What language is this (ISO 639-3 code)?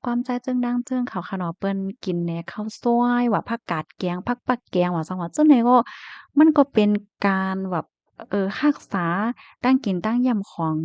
shn